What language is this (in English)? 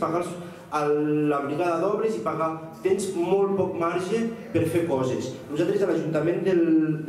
Catalan